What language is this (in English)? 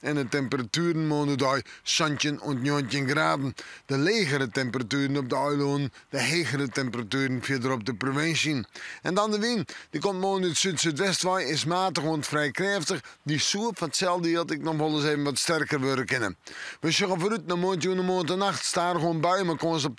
Western Frisian